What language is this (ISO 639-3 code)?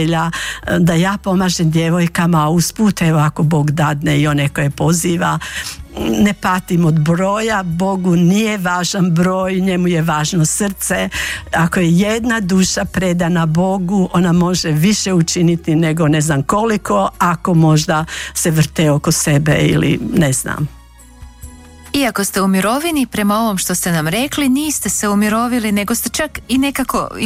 hrv